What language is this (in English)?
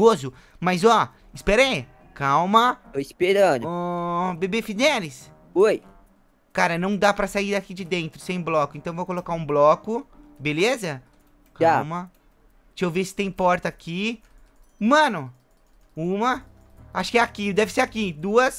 Portuguese